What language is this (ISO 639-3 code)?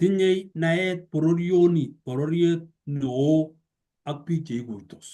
kln